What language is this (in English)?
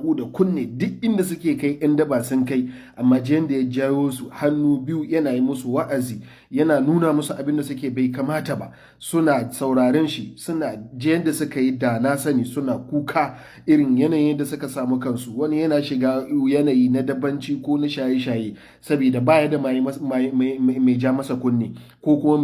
Hausa